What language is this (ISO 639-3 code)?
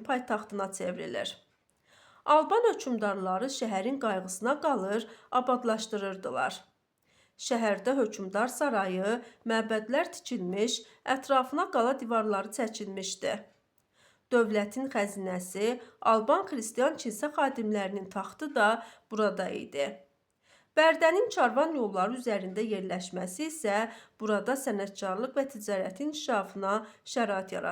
aze